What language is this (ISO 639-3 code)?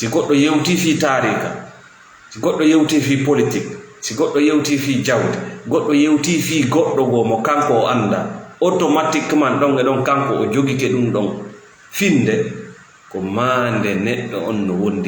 ful